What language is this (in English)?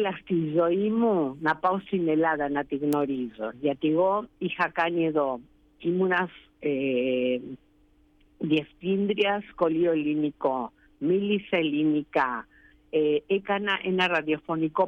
Greek